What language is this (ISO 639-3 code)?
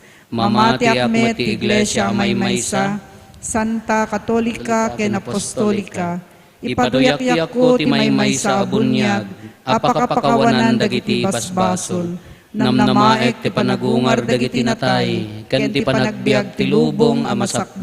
ilo